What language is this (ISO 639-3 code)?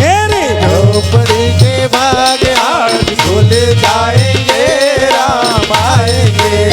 hne